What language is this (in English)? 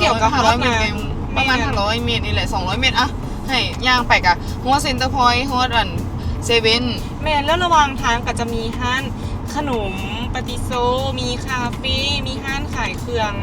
Lao